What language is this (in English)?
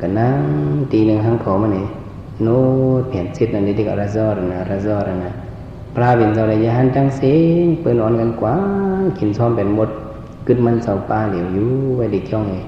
Shan